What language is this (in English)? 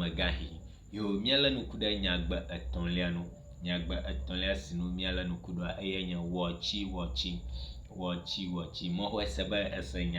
Ewe